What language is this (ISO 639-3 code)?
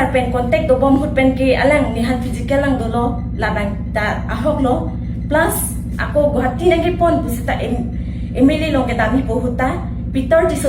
mjw